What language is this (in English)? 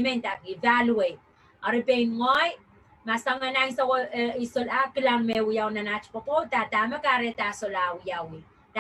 Pohnpeian